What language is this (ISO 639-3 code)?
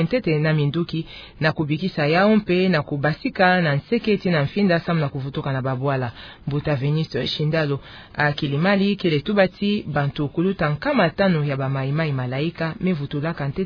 ktu